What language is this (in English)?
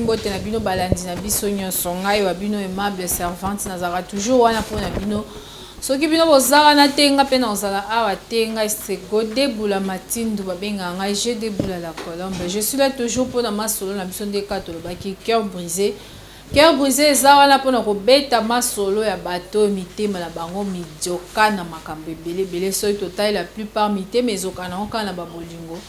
Lingala